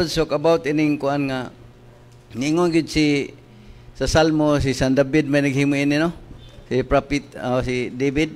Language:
Cebuano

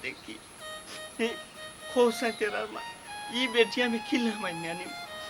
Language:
Sylheti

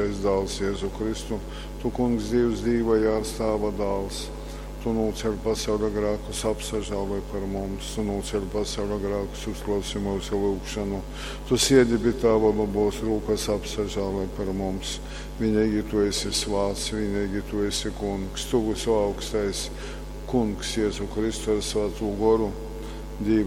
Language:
Latgalian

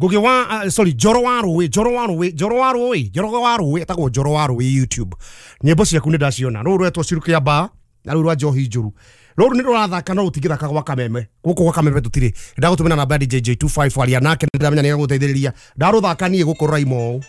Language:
Kikuyu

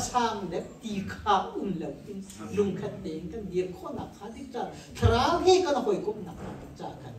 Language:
Hakha Chin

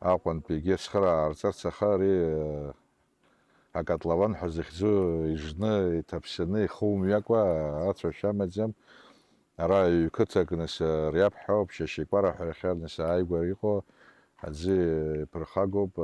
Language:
Abkhazian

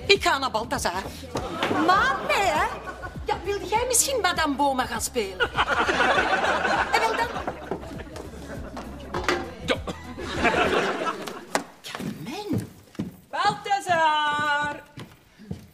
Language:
Dutch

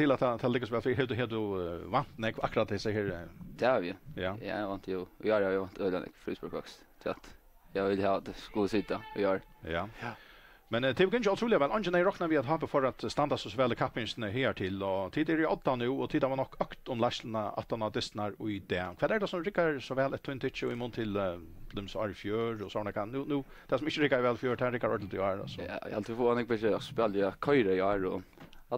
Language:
Faroese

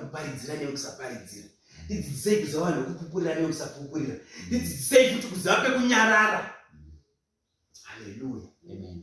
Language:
Shona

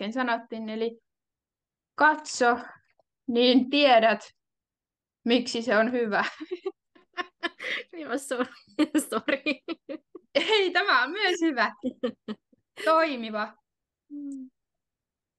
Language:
Finnish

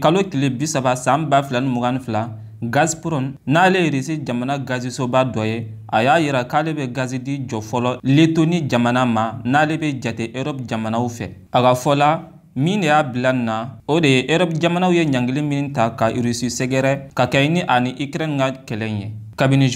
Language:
Bambara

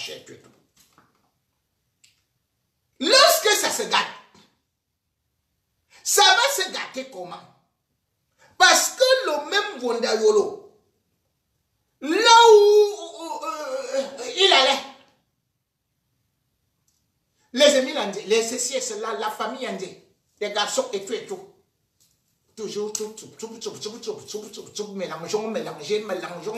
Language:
French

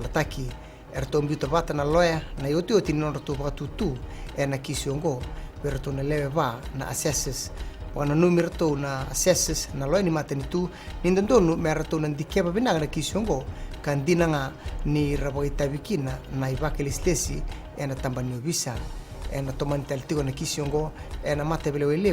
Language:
Fijian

